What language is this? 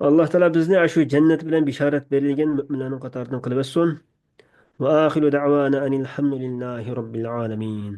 Uyghur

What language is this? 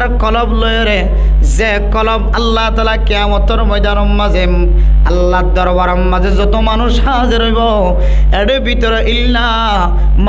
Rohingya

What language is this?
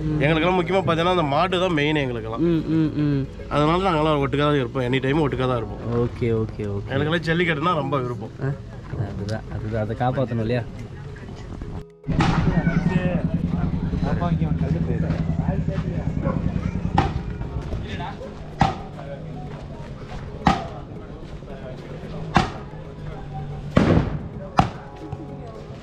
Tamil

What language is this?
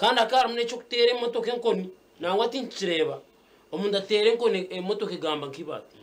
Nyankole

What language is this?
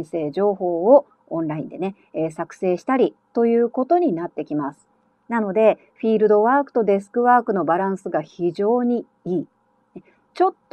Japanese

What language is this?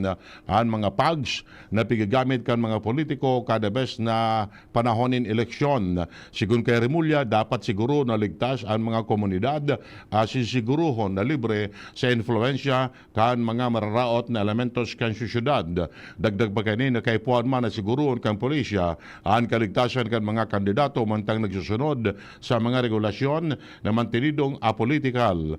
Bikol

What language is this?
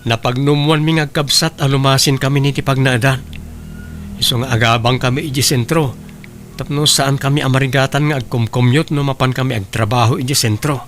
Iloko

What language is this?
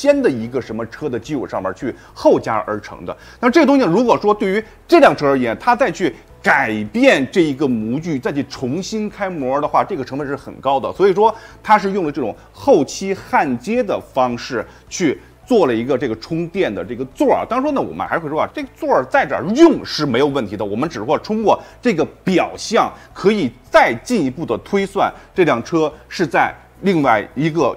Chinese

